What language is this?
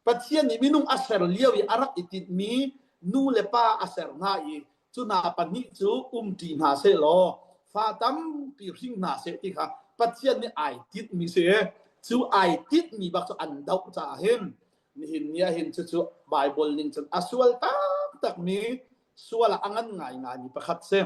Hakha Chin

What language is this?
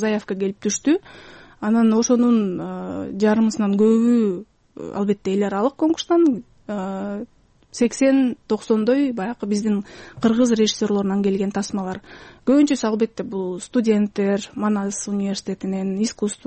Kyrgyz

